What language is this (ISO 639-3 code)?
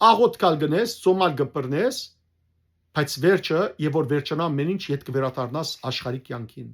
hyw